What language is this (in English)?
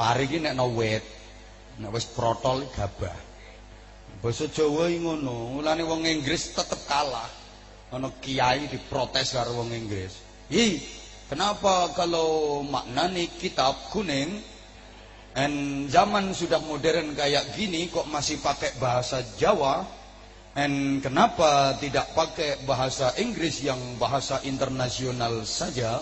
Javanese